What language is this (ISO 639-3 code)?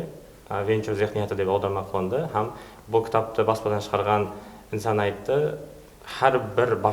kaa